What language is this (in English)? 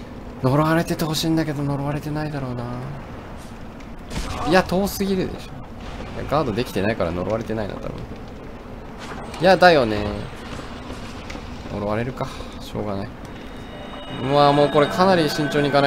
Japanese